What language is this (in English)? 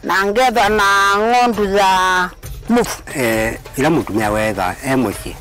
Kamba